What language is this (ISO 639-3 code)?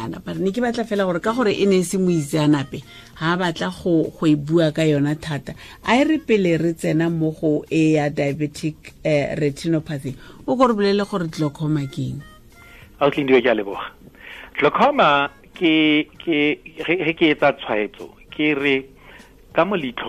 tsn